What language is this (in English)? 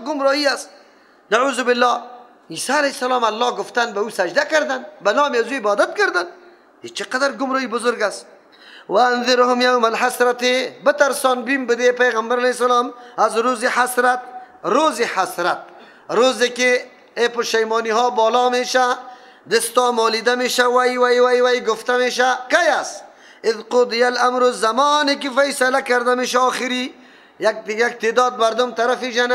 Persian